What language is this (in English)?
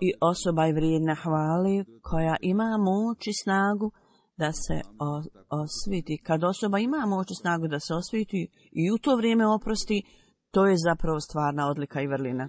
Bosnian